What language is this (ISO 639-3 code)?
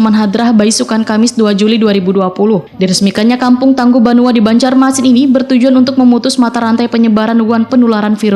bjn